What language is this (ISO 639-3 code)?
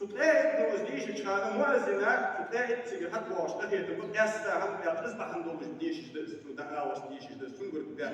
inh